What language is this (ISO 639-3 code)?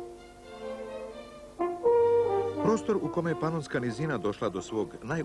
hrv